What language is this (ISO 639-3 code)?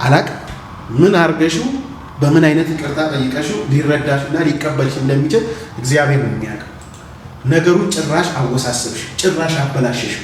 amh